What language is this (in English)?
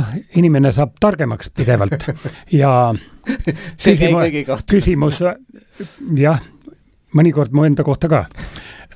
Estonian